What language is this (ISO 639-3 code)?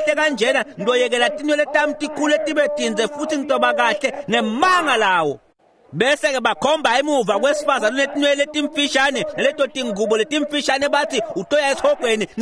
ssw